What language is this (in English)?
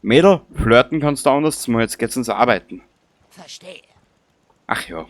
Bavarian